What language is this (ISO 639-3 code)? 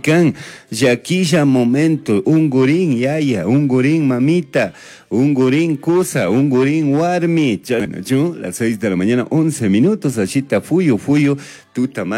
qug